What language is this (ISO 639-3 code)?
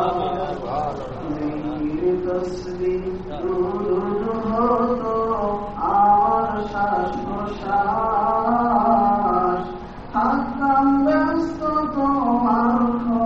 ben